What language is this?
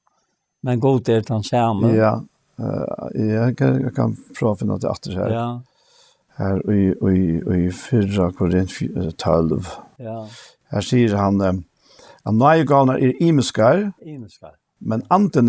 Faroese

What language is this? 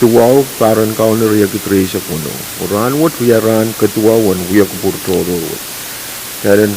Pohnpeian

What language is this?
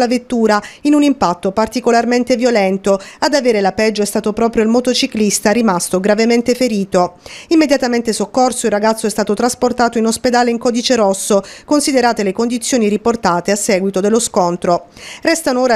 Italian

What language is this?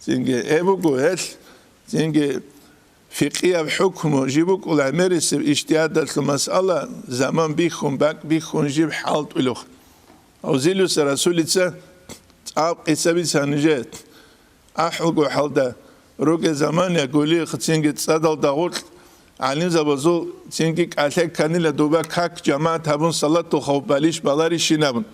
Avaric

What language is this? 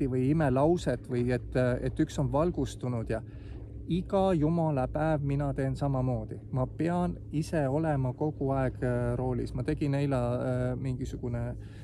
Estonian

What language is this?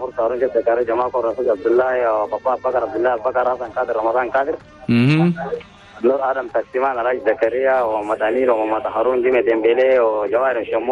Chadian Arabic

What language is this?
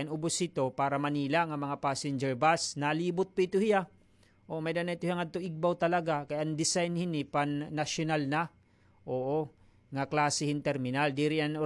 Waray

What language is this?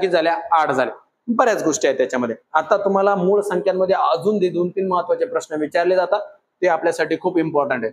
Marathi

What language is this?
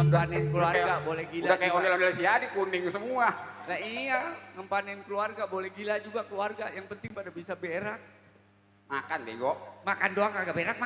Betawi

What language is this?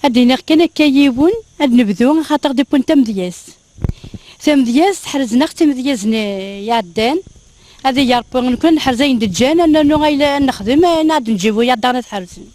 Kabyle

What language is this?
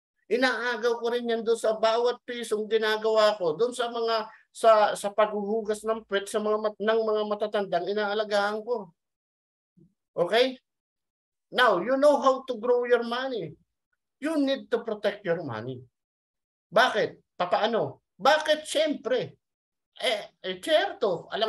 Filipino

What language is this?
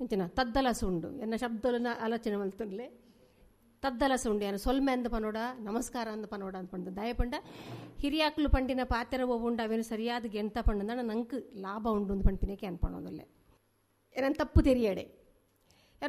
Tulu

